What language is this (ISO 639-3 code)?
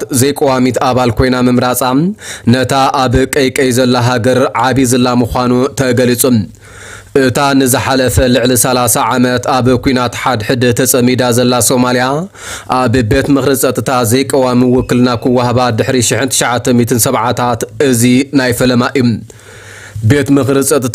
tir